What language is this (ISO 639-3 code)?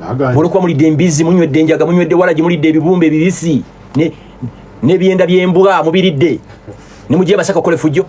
lug